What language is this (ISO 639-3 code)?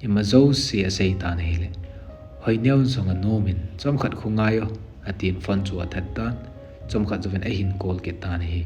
tcz